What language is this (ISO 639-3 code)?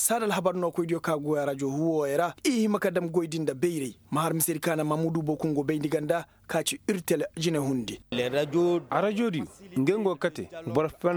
ses